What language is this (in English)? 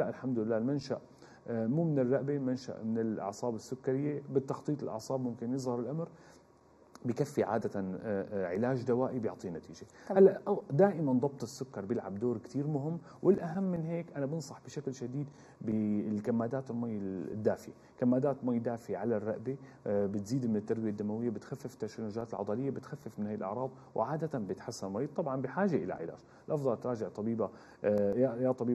North Levantine Arabic